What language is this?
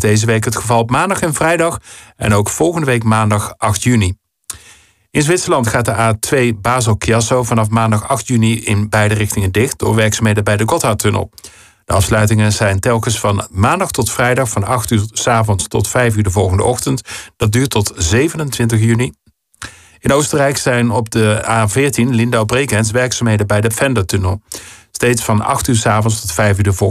Dutch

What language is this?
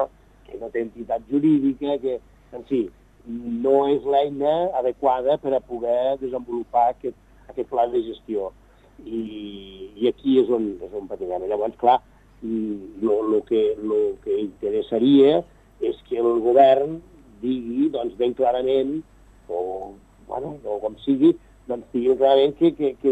Catalan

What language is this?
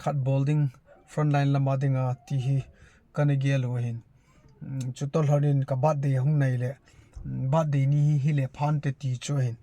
Thado Chin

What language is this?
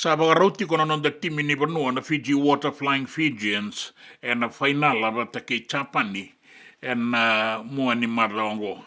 Fijian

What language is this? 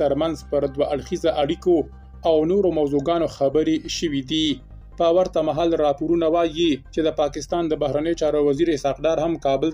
Pashto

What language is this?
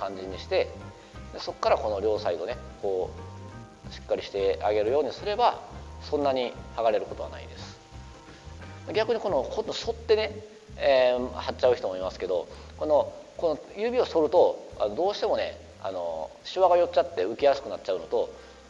Japanese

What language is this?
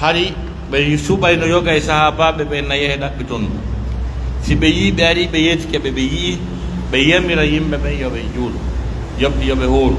Pular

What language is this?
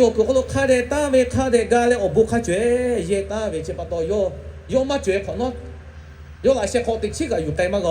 Lahu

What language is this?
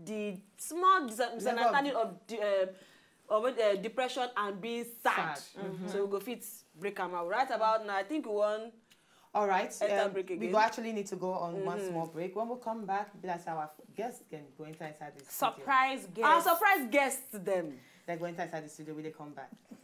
Nigerian Pidgin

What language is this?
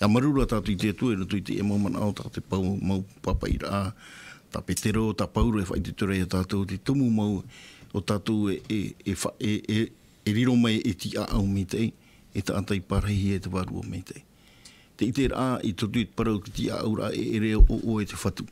Tahitian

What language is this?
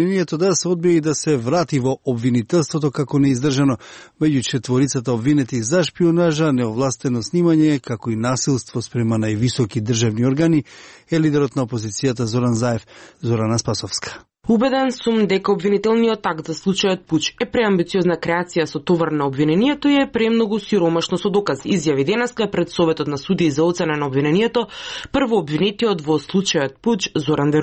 Macedonian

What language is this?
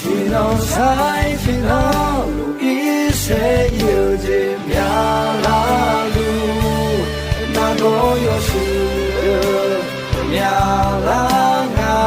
Akha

